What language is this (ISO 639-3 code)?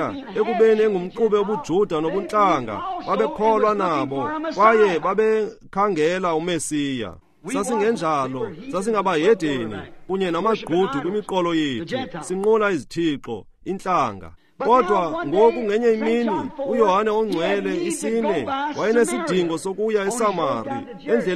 xho